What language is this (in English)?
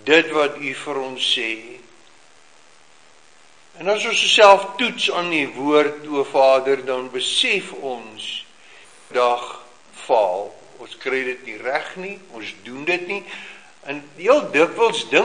Afrikaans